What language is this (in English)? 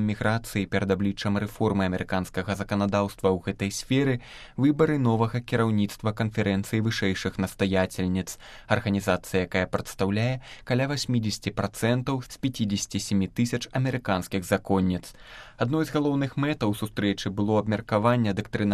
Belarusian